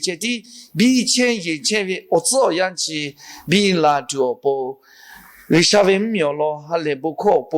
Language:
Lahu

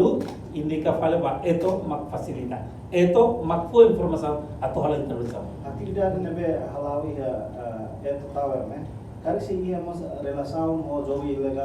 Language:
Tetum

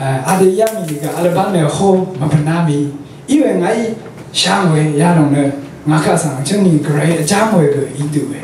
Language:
Rawang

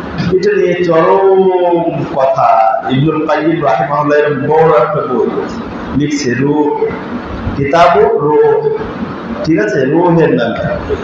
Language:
Bangla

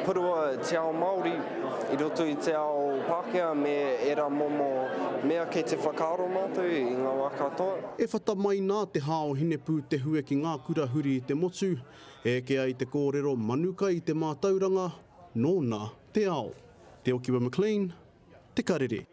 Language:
Māori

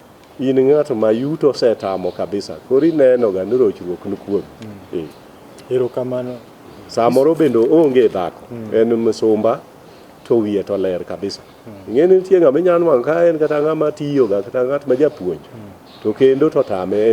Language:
Luo (Kenya and Tanzania)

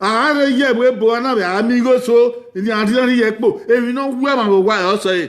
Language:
Bini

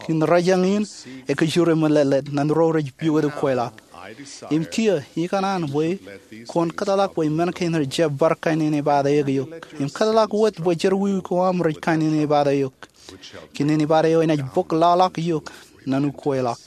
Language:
Marshallese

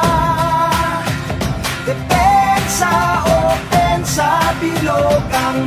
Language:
Filipino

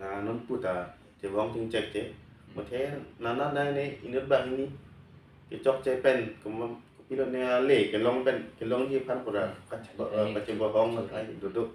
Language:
Karbi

